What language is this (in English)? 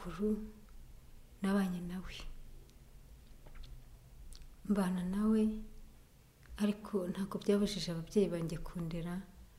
Kinyarwanda